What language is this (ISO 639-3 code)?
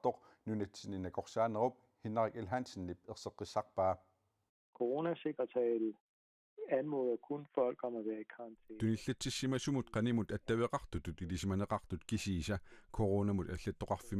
kal